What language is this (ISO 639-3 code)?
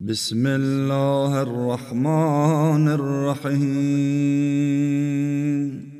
aze